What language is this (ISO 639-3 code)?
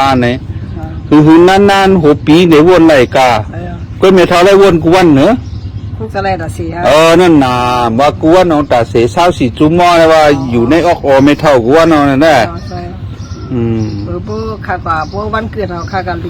shn